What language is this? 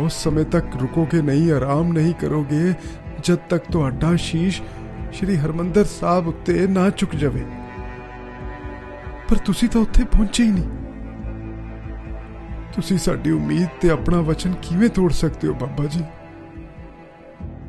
Punjabi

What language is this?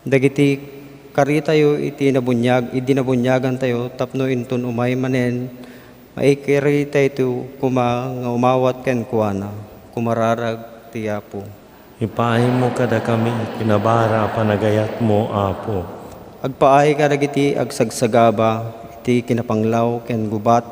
Iloko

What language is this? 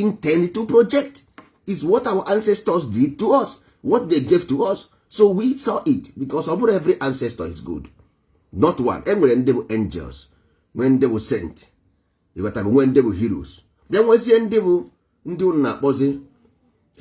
Igbo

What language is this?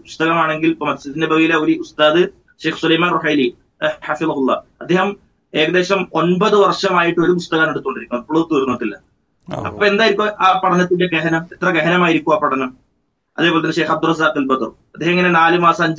Malayalam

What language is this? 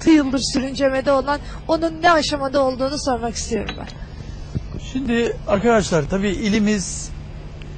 Turkish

